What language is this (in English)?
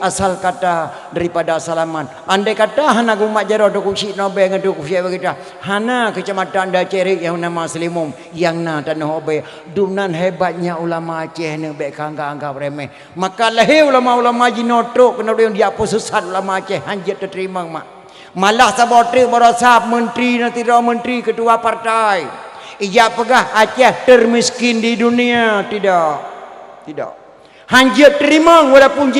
Achinese